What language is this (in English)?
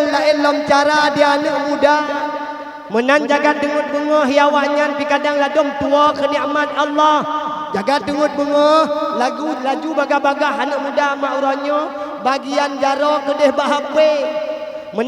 Achinese